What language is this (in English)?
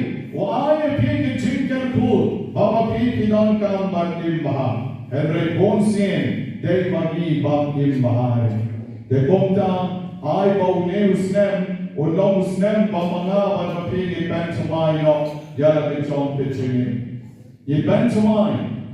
Khasi